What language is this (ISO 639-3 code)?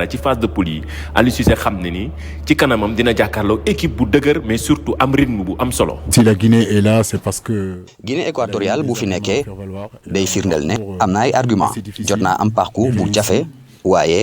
wol